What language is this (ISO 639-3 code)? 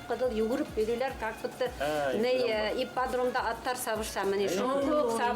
bak